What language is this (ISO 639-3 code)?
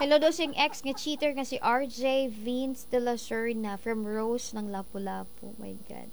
ceb